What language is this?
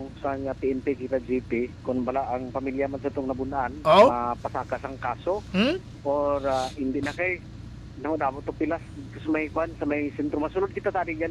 Hiligaynon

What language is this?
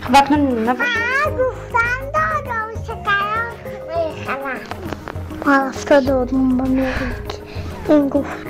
Tajik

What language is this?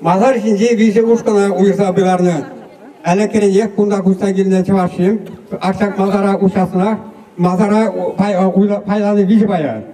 Chuvash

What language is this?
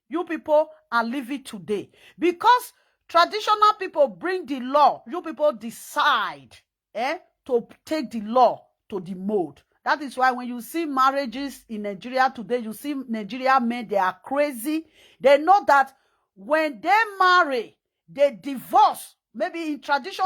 Nigerian Pidgin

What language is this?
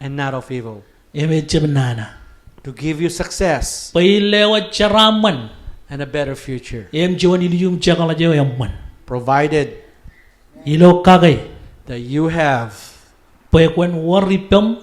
Marshallese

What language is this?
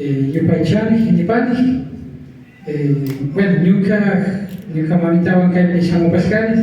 Imbabura Highland Quichua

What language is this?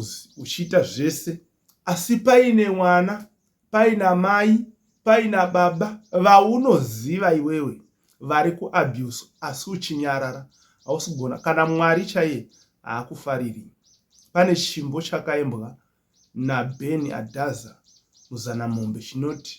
Shona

